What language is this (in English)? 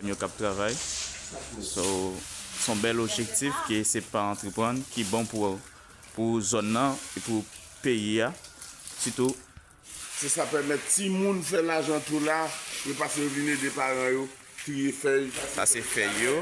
Haitian Creole